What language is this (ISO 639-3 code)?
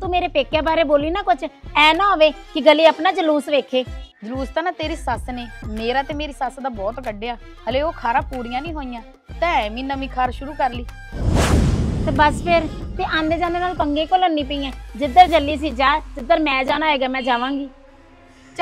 pan